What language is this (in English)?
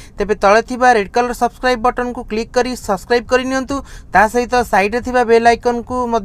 Odia